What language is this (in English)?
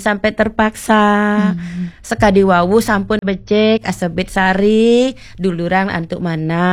Balinese